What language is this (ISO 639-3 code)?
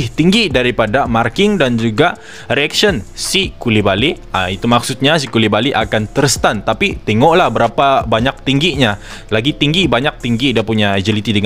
msa